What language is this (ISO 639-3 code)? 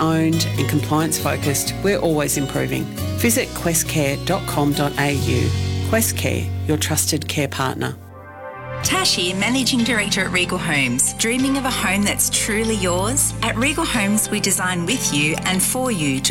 eng